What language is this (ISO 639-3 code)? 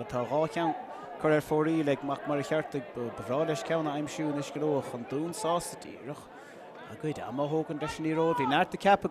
gle